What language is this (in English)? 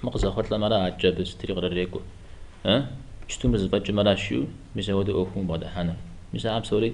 Kabardian